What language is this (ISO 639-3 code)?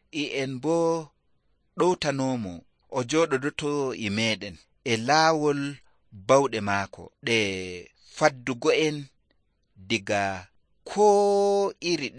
fuv